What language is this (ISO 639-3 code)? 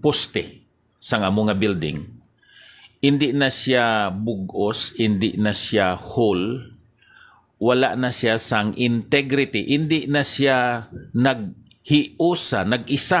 hil